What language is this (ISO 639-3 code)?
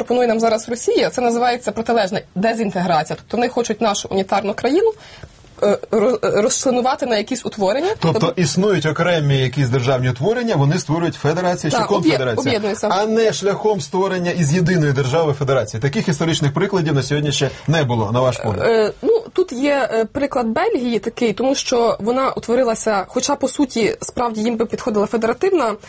ukr